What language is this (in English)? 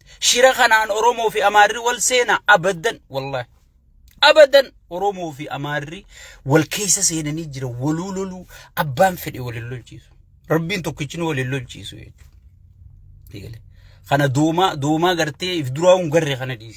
Oromo